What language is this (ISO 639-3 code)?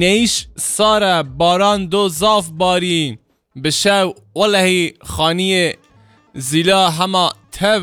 kur